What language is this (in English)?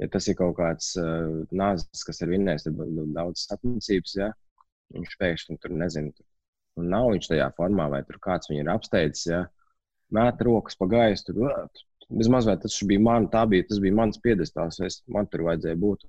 Latvian